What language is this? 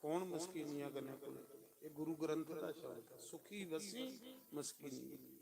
Dogri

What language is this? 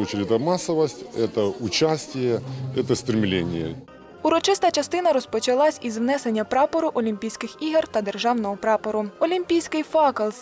Ukrainian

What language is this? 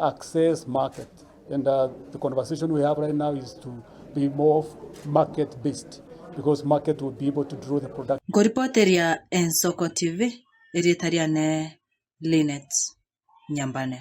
Gusii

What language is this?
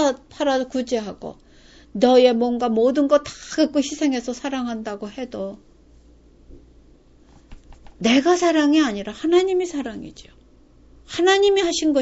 Korean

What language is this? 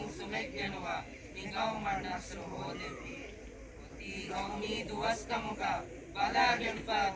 Divehi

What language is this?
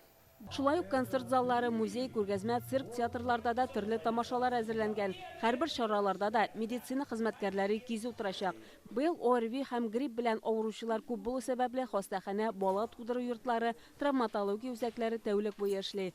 Tatar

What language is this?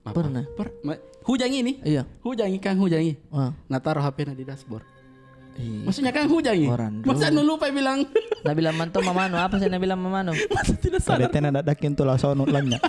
Makassar Malay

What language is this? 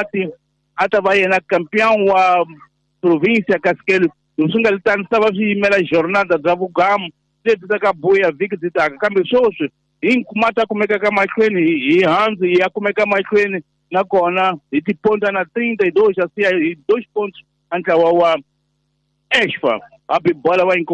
Tsonga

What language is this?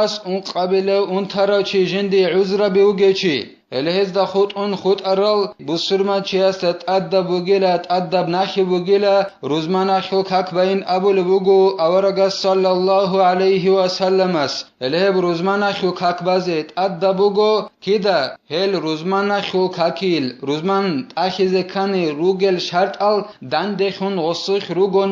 Avaric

